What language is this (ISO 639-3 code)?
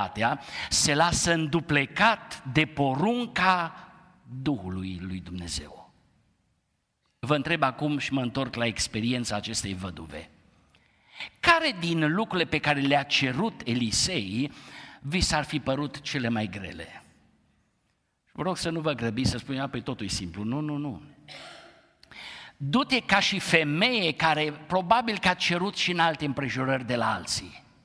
ron